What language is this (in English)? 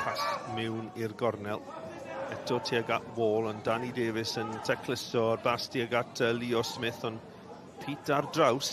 Welsh